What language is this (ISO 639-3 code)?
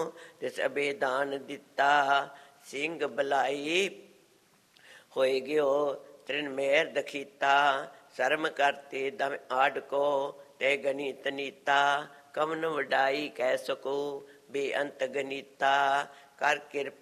pan